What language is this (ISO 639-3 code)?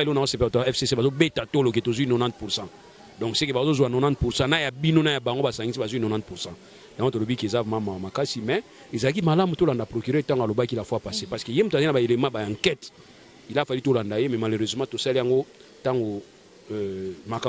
lin